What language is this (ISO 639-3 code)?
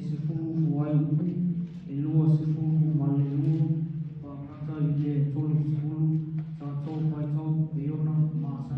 smo